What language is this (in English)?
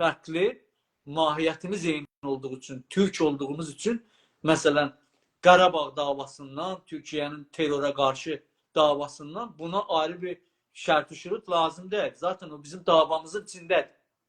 South Azerbaijani